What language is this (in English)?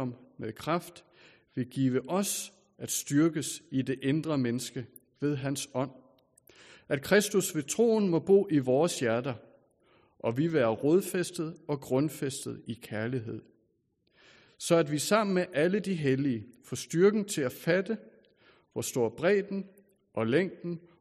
Danish